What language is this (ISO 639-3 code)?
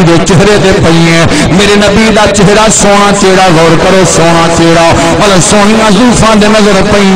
skr